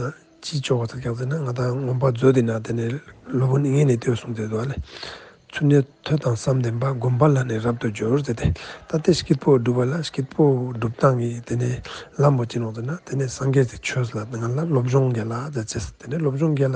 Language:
Ladakhi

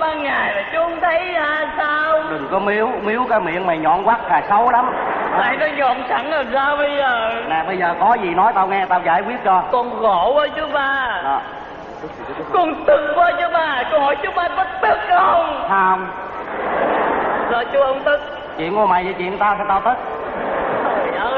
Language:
Vietnamese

